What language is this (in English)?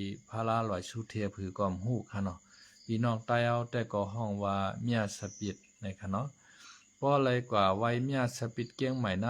Shan